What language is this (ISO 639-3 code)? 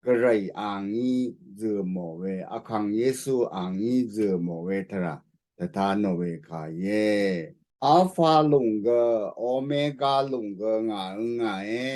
raw